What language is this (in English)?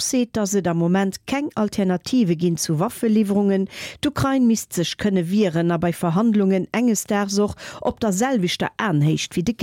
Luxembourgish